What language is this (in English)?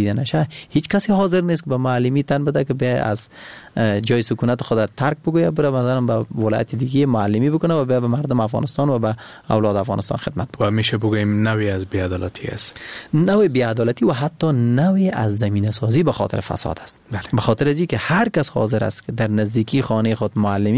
Persian